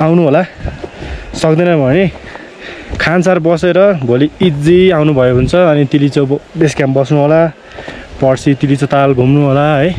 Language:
Nepali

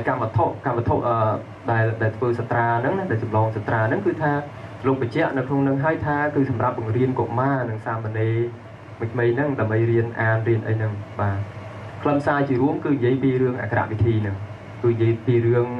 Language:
Khmer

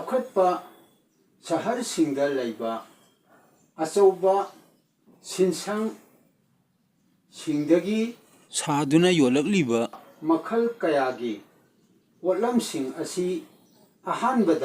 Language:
Manipuri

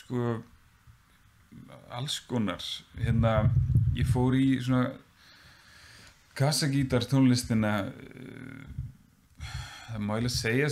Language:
Icelandic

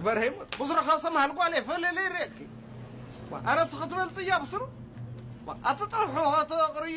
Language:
Tigrinya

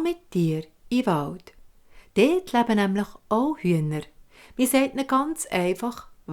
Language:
Swiss German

